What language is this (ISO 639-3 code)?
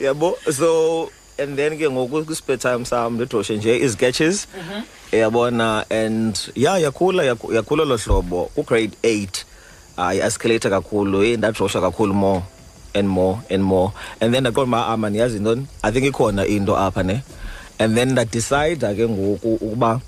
xho